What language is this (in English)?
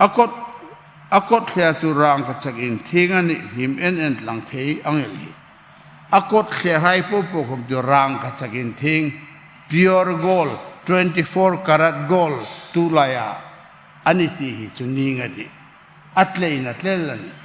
Hmar